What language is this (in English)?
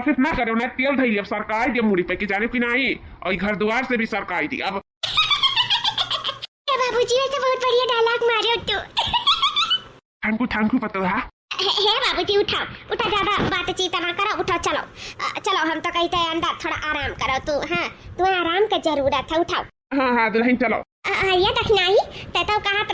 Awadhi